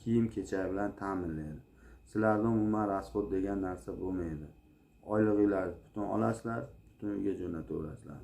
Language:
Uzbek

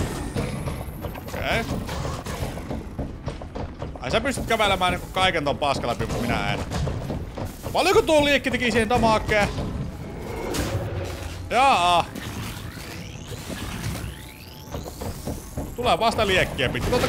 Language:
Finnish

